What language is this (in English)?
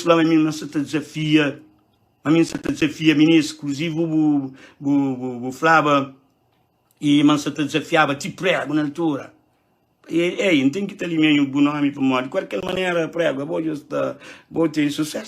Kabuverdianu